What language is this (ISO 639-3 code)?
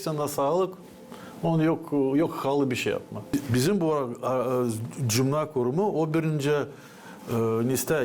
gag